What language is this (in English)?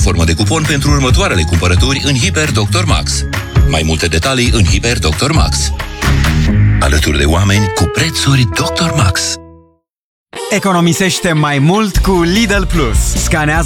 Romanian